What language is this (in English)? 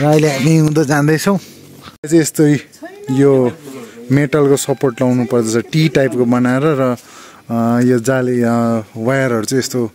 Nepali